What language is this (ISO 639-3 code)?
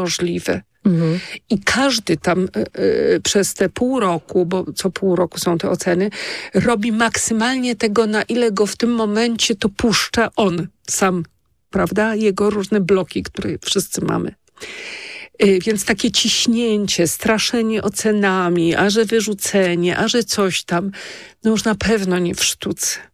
pol